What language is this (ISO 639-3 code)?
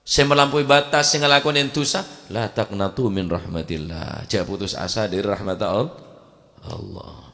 mad